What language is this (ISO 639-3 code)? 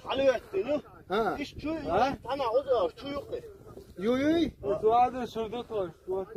che